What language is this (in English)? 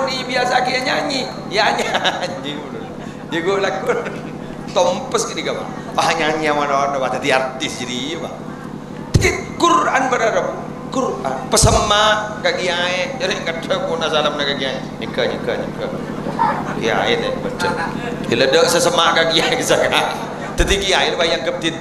Madurese